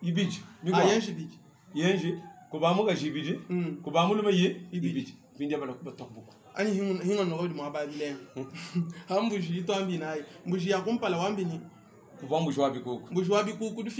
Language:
Luba-Lulua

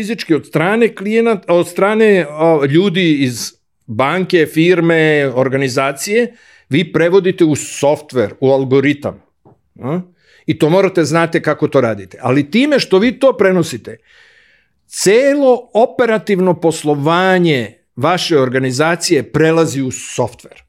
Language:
Serbian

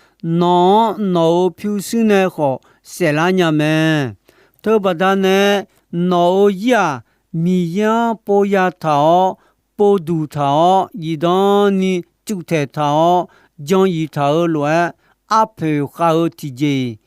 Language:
Akha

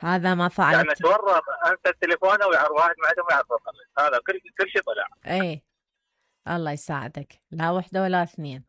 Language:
Mesopotamian Arabic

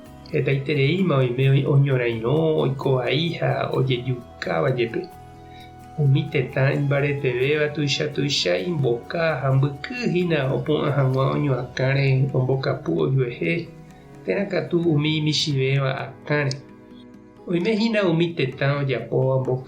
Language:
Guarani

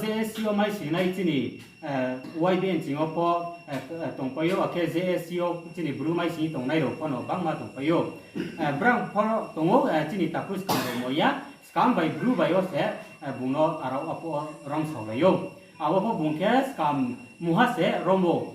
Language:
Riang (India)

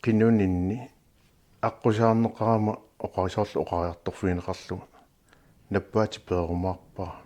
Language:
Kalaallisut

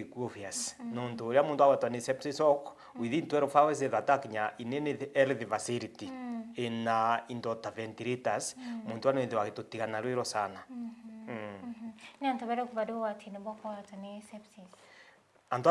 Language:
Meru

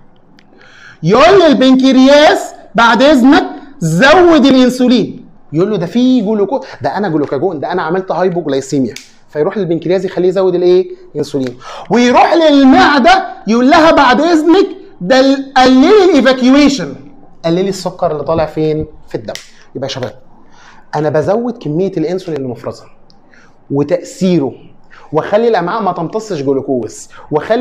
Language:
Egyptian Arabic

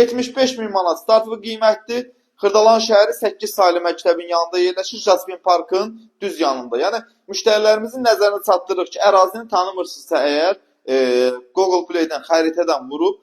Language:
Azerbaijani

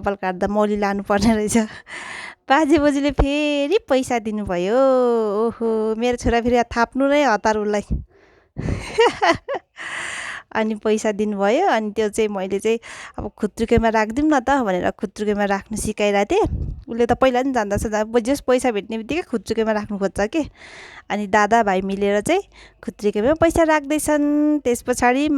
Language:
Nepali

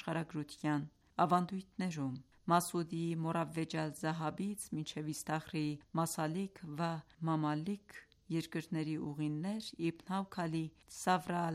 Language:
Armenian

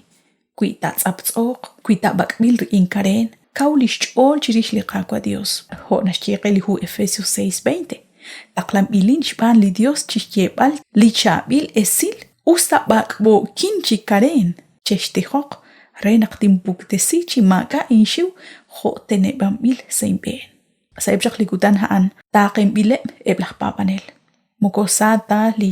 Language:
Kekchí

